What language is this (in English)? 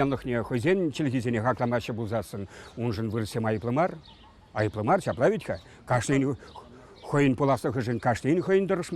Chuvash